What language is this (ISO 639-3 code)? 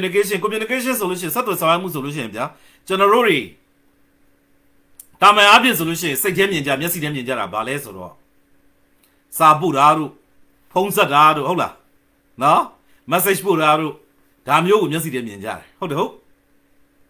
mya